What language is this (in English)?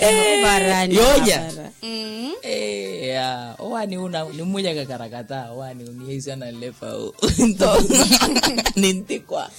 Makhuwa